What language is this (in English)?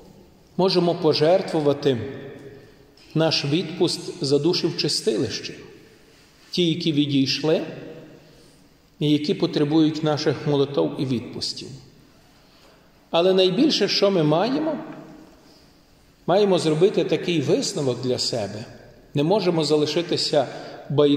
Ukrainian